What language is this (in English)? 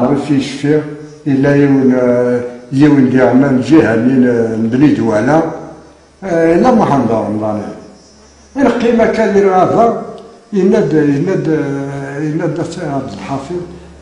Kabyle